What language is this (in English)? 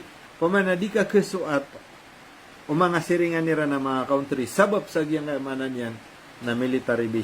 Maranao